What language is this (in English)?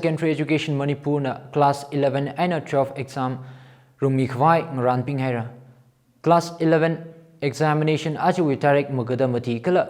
Tangkhul Naga (India)